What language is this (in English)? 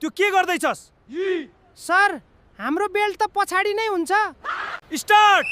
Nepali